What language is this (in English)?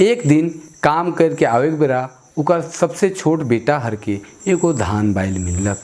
Sadri